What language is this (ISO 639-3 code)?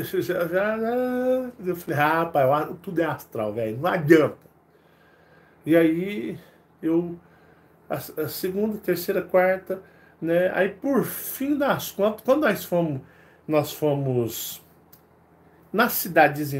por